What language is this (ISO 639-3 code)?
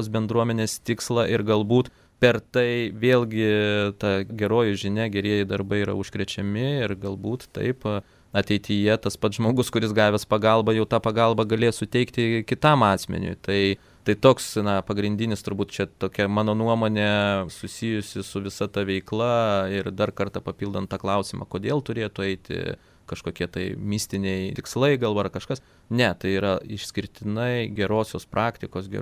lit